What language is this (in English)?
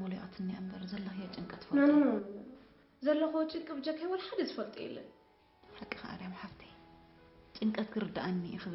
Tigrinya